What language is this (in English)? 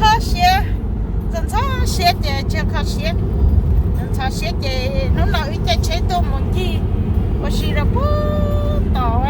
Hmong